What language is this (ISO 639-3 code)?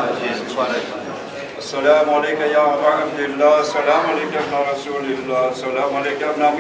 urd